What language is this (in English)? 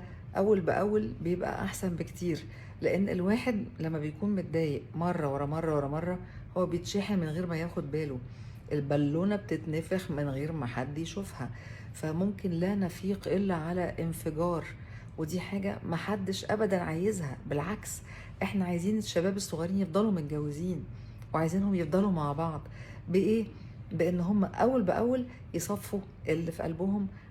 Egyptian Arabic